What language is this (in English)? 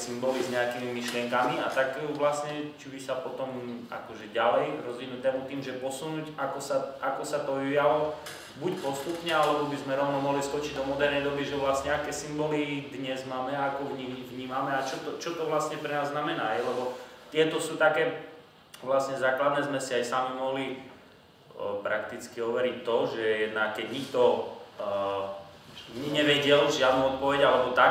Slovak